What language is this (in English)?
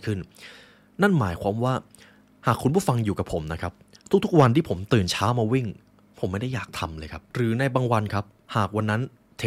Thai